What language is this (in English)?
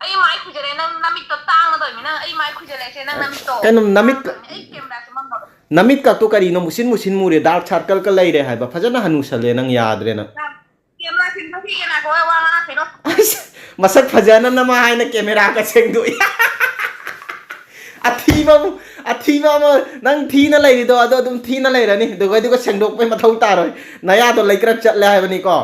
Manipuri